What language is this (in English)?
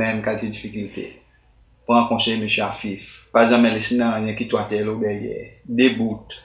Seselwa Creole French